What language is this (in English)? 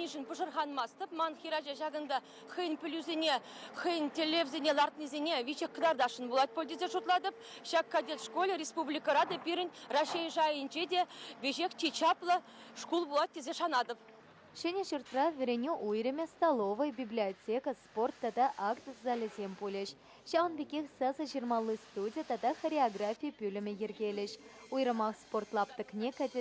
Chuvash